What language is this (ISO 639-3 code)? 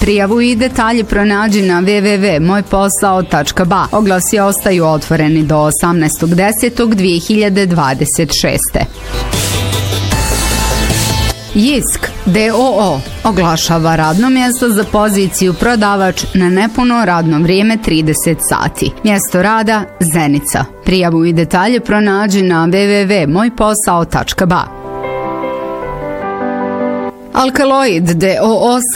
bos